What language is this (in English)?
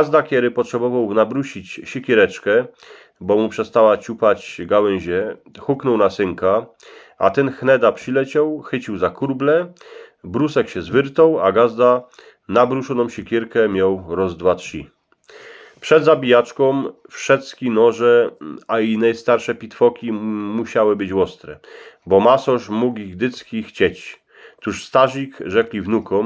Silesian